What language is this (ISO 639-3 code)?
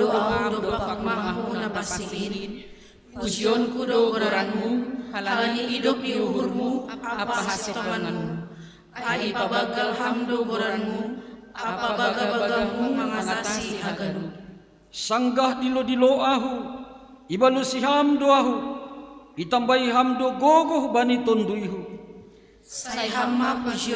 bts